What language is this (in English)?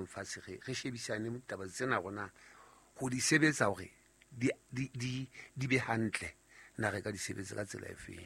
Southern Sotho